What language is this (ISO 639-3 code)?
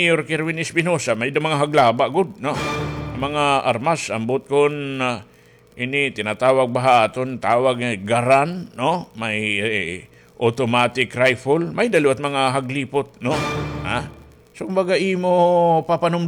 war